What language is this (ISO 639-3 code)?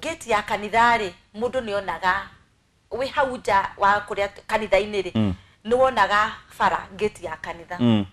kik